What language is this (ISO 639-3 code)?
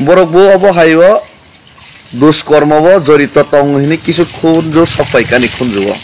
trp